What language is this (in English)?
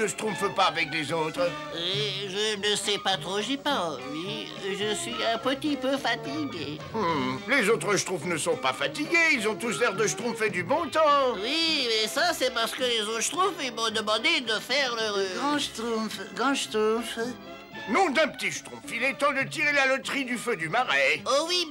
French